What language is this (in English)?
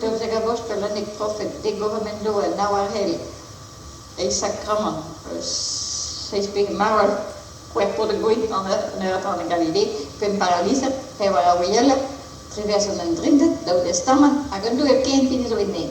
Breton